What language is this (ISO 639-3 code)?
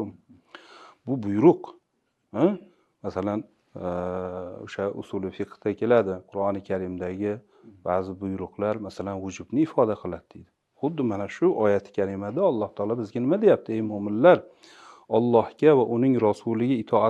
uzb